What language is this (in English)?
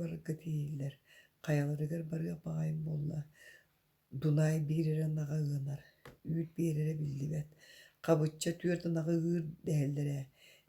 Yakut